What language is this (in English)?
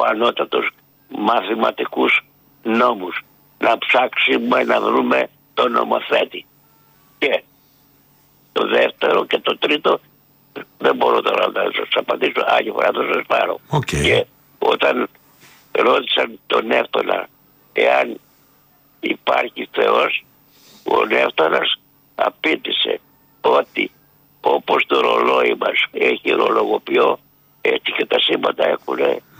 Greek